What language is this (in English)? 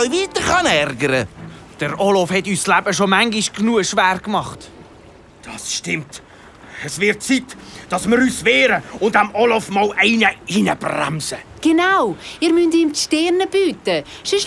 Swiss German